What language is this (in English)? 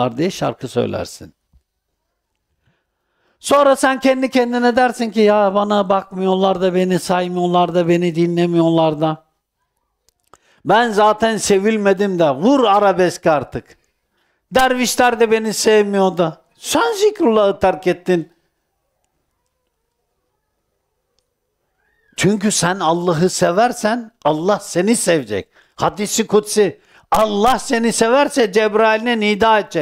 Turkish